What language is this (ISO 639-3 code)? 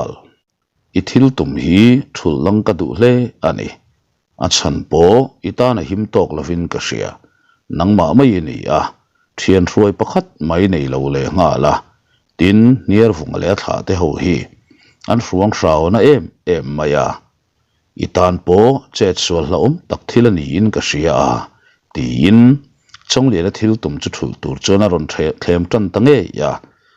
lus